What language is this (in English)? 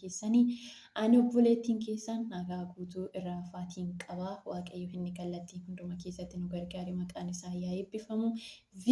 Oromo